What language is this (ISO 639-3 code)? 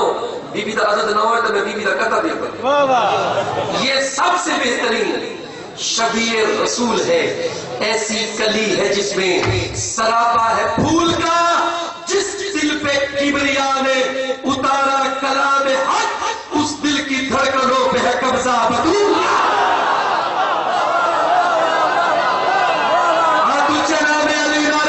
urd